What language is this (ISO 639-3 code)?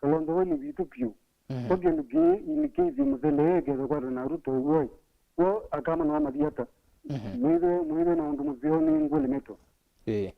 kam